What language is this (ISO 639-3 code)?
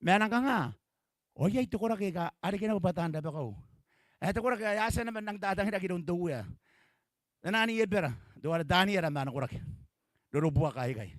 gil